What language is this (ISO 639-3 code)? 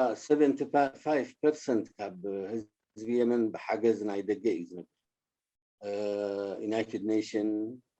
tir